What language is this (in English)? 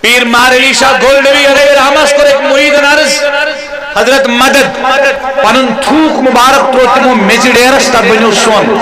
Kashmiri